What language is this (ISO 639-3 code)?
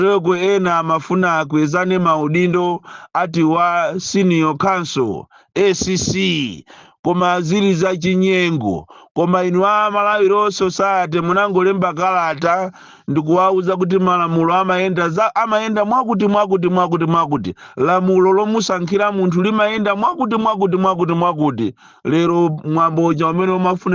nya